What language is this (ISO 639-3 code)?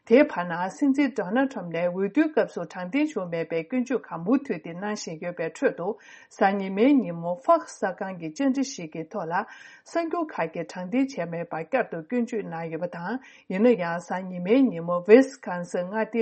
bod